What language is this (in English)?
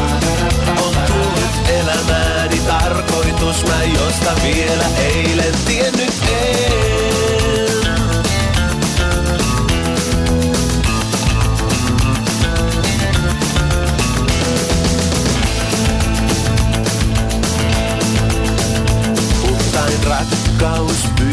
Finnish